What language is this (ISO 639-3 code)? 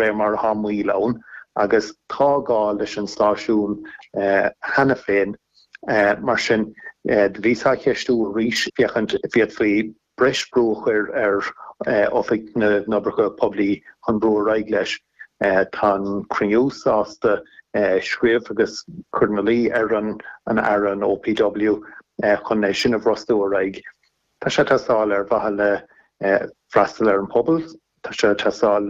gle